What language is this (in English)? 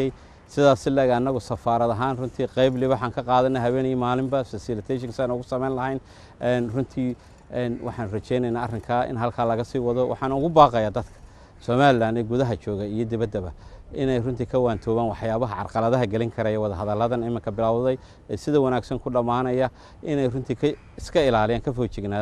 Somali